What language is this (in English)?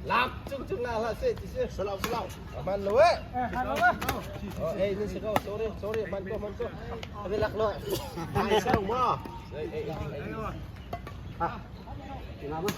Hakha Chin